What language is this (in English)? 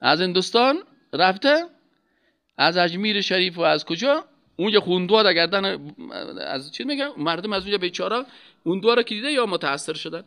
Persian